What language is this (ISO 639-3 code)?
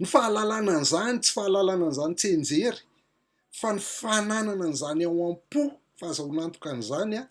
mlg